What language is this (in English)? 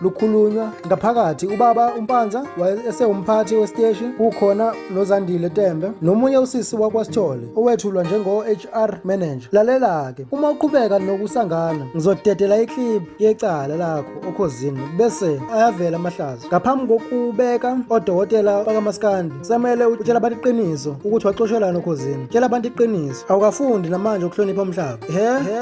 Zulu